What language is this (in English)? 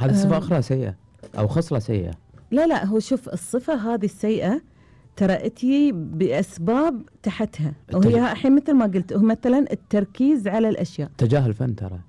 Gulf Arabic